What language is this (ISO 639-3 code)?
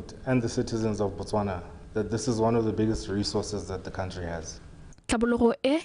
tsn